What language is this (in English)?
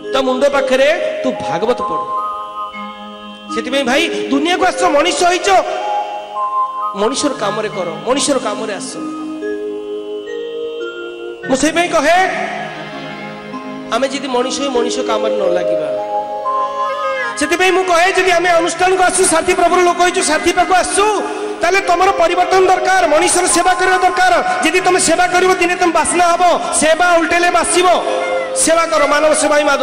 Odia